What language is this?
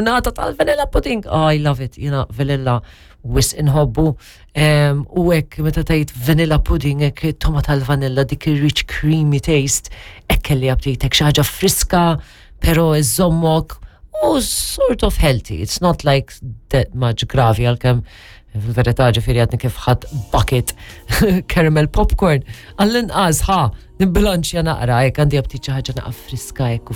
Maltese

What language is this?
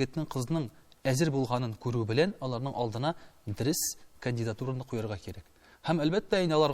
Tatar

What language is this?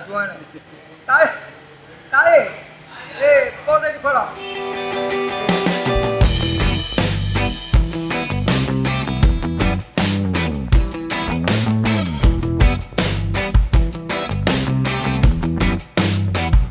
Burmese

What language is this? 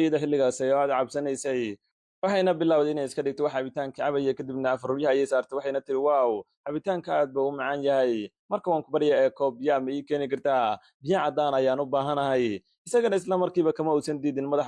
Somali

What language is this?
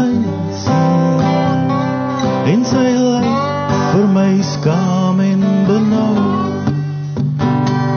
Afrikaans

